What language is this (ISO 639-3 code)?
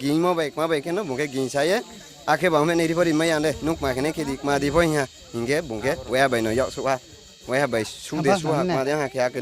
ria